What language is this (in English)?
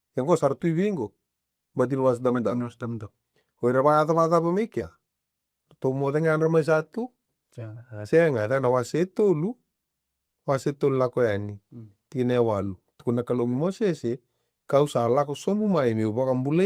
Fijian